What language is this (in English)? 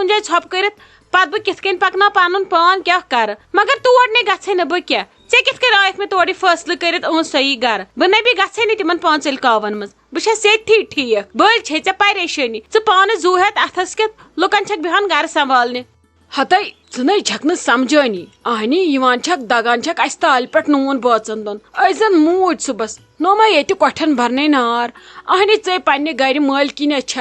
Kashmiri